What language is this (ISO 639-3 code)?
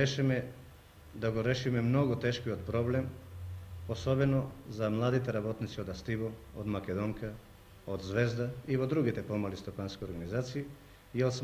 mkd